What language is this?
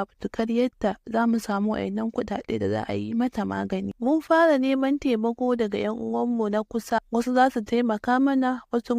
Hausa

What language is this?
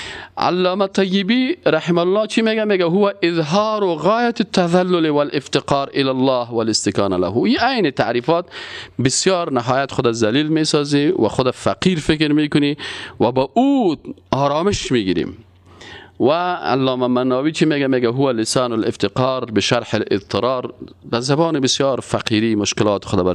Persian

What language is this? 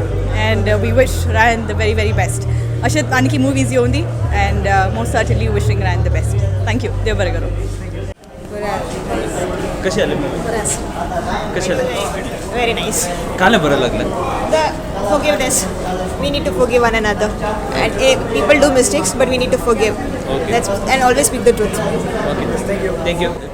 Konkani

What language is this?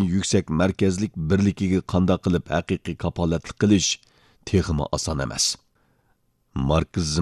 Uyghur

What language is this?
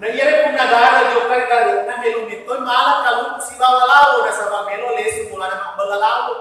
Buginese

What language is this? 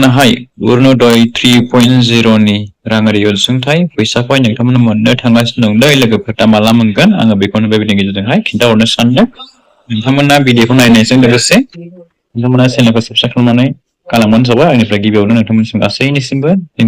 Bodo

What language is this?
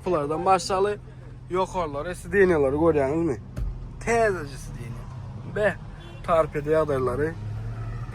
Turkmen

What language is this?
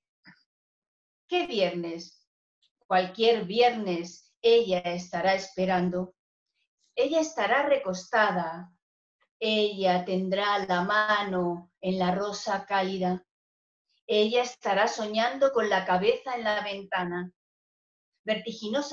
Spanish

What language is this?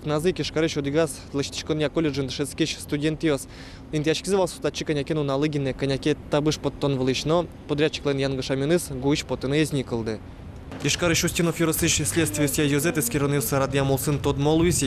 Udmurt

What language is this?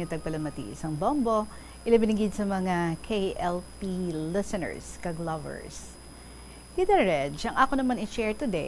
Hiligaynon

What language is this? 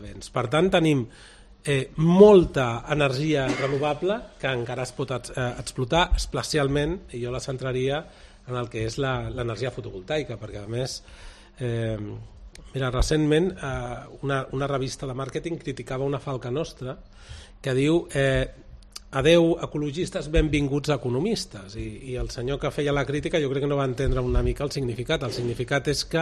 Catalan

